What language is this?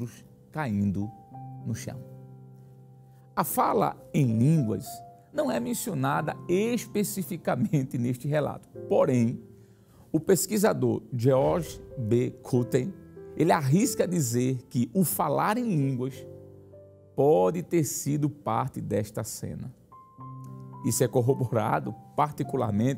Portuguese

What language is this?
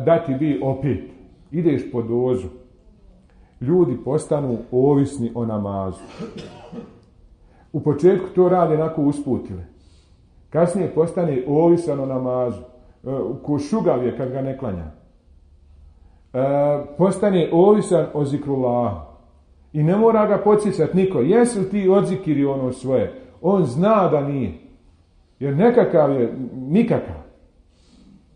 Bosnian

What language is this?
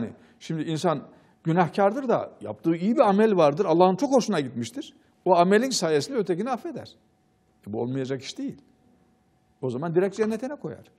Turkish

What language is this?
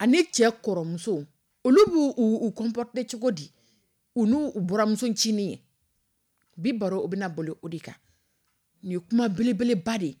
Dyula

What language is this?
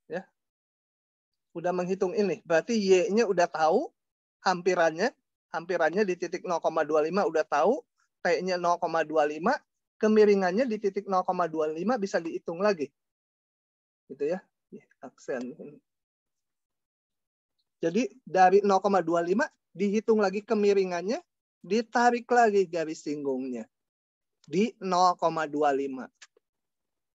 Indonesian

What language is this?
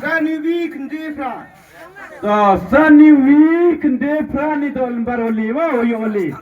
Khasi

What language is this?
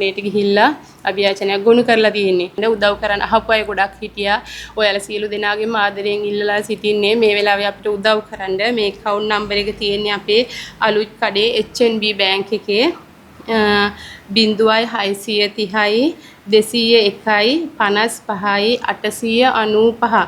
Sinhala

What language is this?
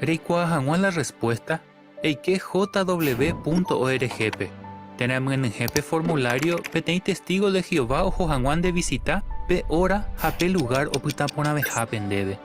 Guarani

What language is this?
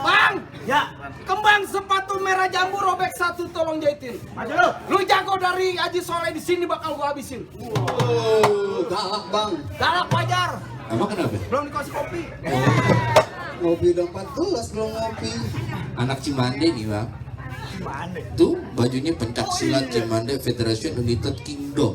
Betawi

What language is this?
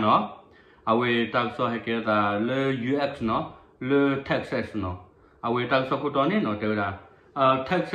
S'gaw Karen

